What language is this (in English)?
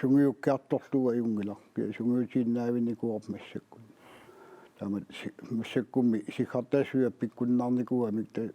Kalaallisut